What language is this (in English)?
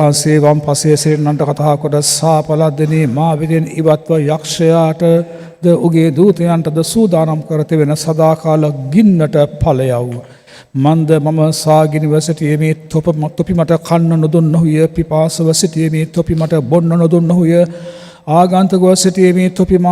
Sinhala